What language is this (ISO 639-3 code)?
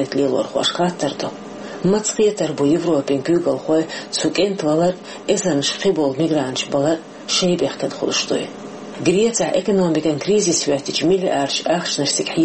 che